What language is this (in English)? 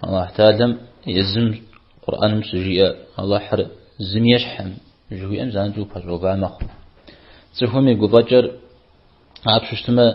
Kabardian